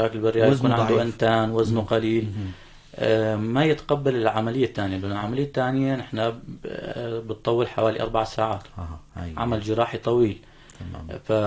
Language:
North Levantine Arabic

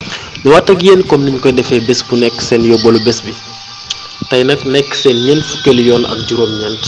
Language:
Wolof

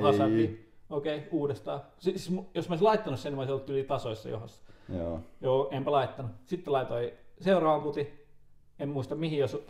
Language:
Finnish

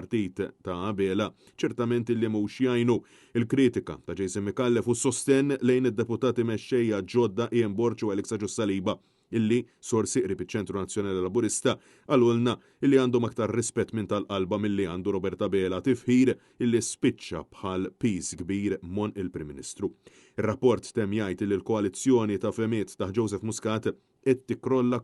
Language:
Maltese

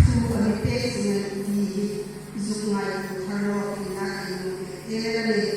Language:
Hmar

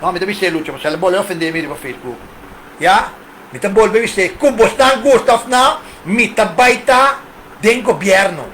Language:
Papiamento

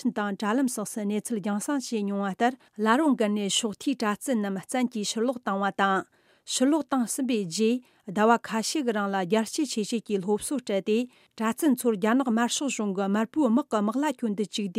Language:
Tibetan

